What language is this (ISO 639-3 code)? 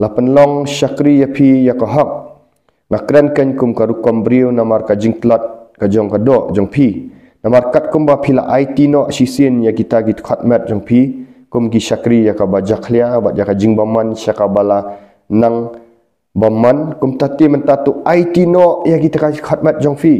kha